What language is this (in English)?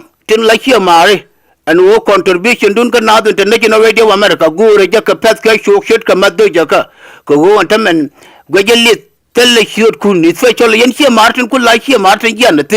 Nuer